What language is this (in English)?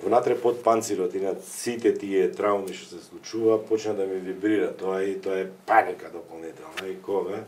Macedonian